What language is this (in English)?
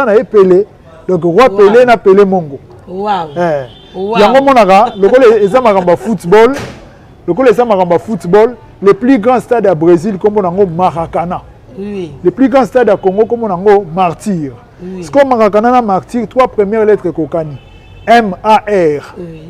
Lingala